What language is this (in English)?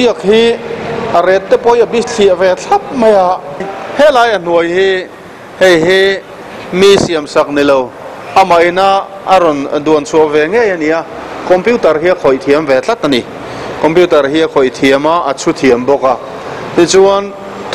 Mizo